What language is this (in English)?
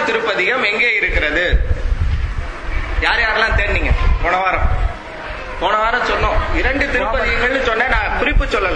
Tamil